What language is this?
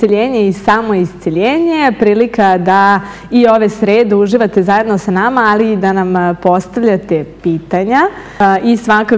Serbian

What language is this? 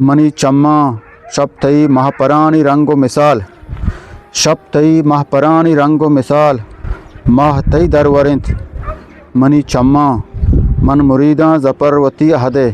Eastern Balochi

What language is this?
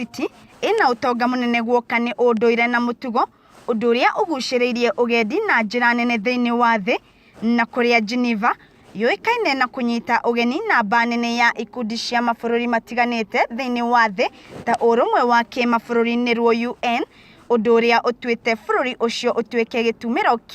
Kikuyu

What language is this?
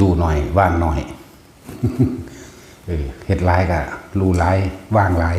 Lao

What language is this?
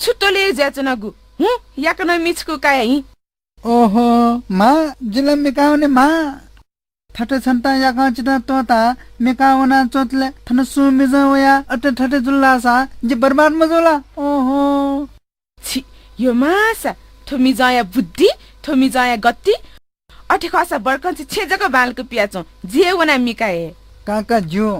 Newari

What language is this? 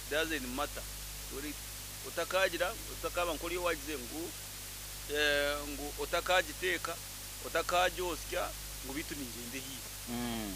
Nyoro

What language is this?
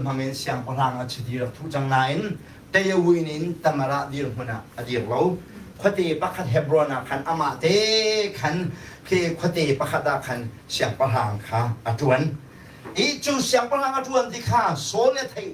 Hakha Chin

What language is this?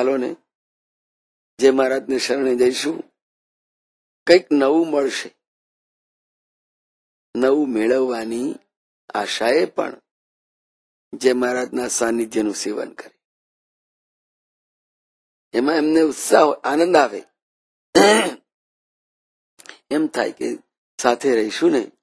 Gujarati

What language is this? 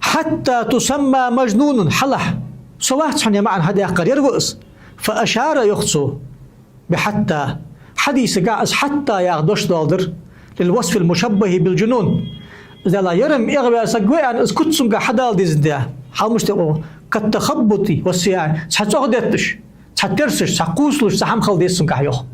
Ingush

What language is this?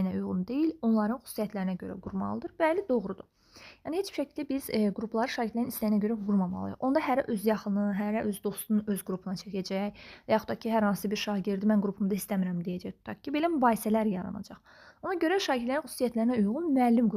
Azerbaijani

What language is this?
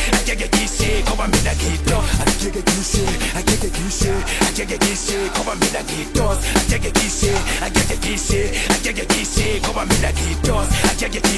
Swahili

